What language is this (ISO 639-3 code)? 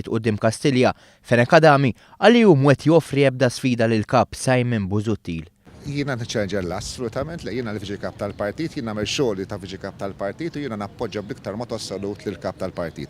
mlt